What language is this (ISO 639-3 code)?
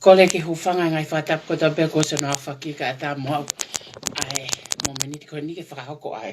ton